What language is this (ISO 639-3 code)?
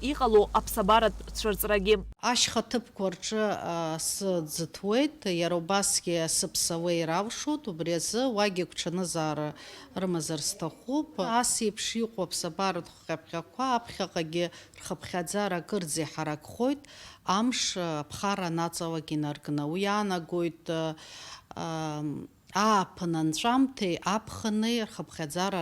abk